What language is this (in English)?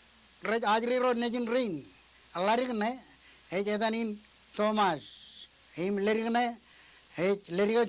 Marshallese